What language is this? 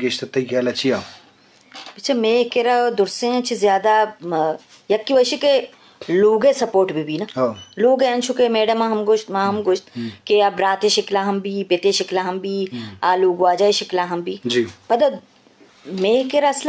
Eastern Balochi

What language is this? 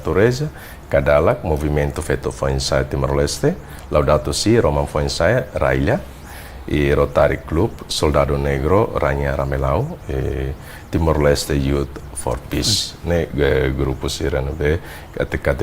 Tetum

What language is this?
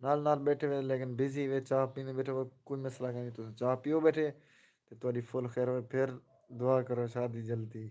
Saraiki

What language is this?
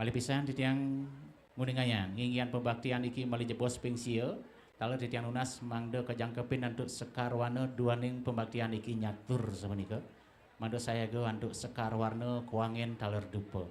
Balinese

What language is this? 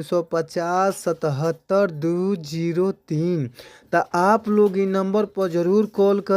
Bhojpuri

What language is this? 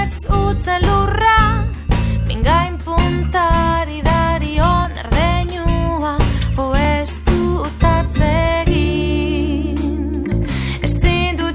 Basque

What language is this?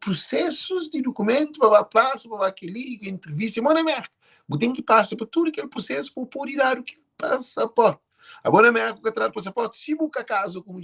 Kabuverdianu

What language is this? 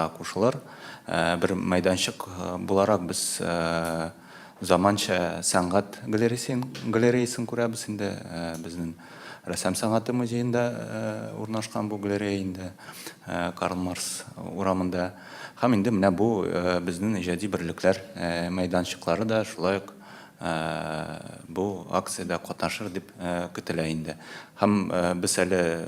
Tatar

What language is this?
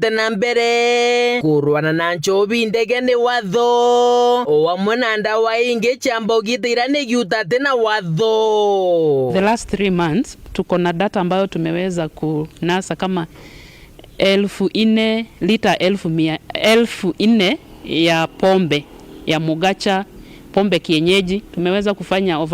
Meru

